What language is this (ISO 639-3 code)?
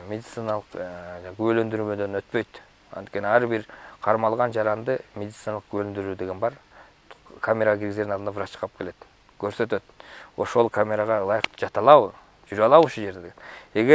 kir